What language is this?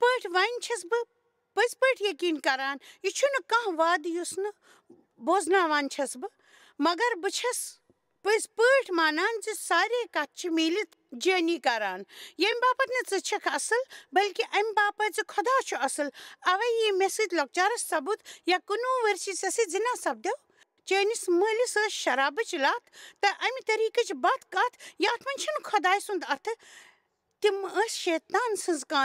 Kashmiri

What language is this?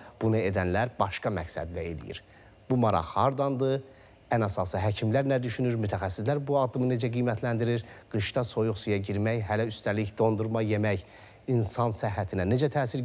Azerbaijani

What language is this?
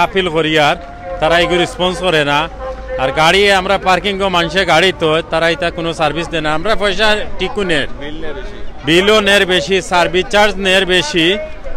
Sylheti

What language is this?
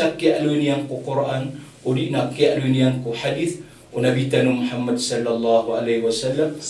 Maranao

